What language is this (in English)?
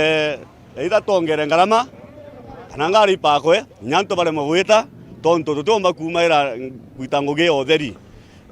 Meru